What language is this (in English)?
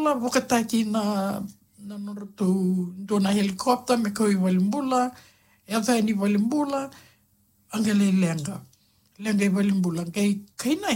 Fijian